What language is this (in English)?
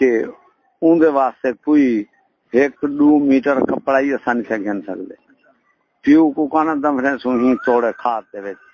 Saraiki